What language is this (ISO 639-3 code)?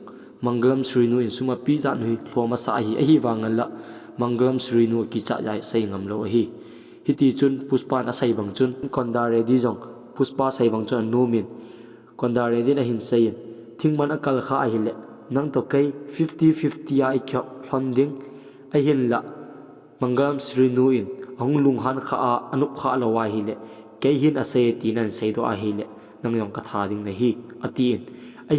tcz